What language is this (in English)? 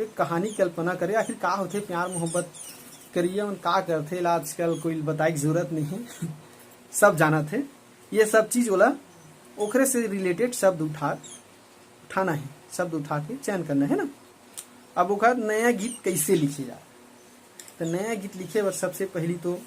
Chhattisgarhi